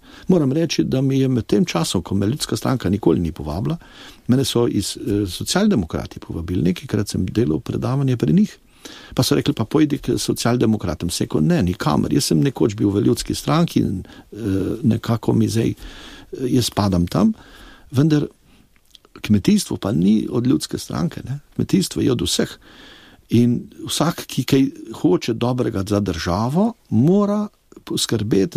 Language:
Slovenian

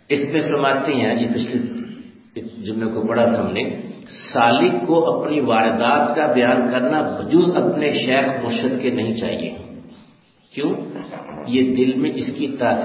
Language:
Urdu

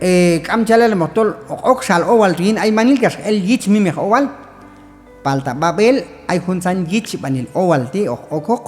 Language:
Q'anjob'al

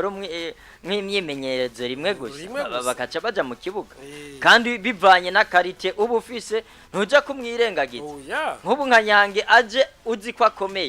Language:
Rundi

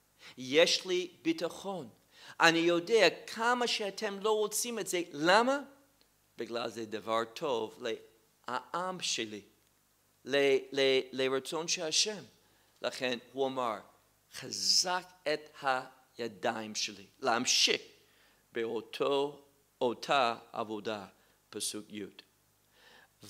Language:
Hebrew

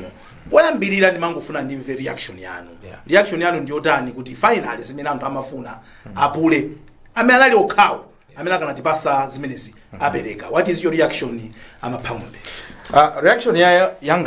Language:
Nyanja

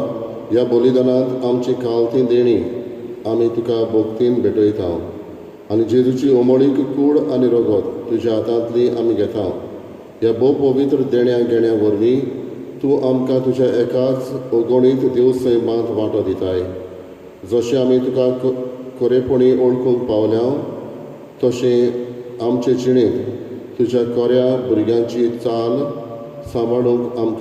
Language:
Konkani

